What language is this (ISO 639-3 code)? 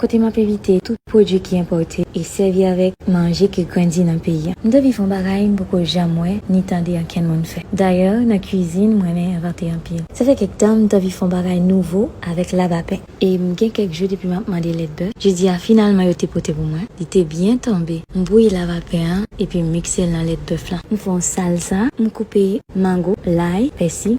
hat